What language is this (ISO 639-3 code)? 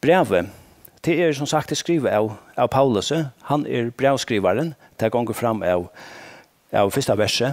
fao